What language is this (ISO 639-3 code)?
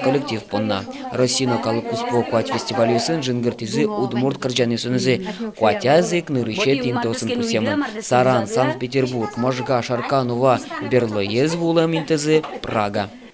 udm